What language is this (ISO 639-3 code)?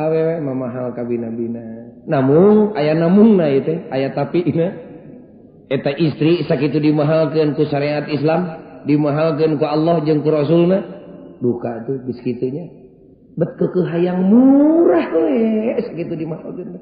sun